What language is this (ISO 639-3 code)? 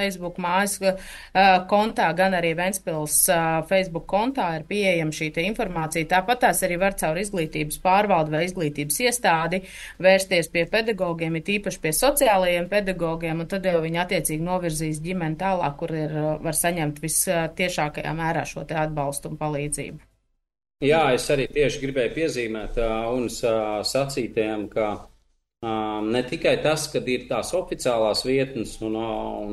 lav